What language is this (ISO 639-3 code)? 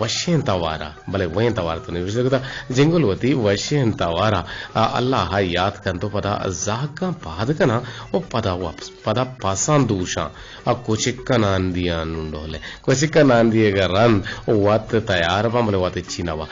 bgp